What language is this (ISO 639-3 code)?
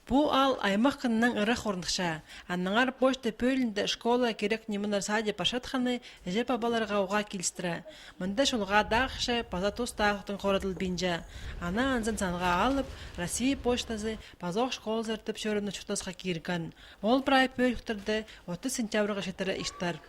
kjh